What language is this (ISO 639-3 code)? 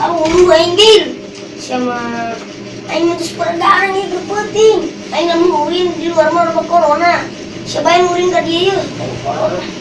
sun